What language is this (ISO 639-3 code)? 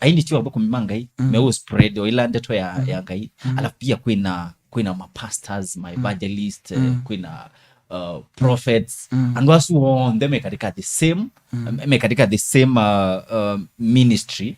kam